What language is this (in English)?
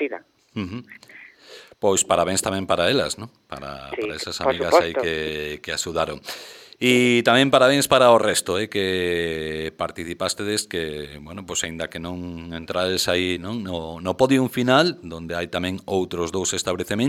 Galician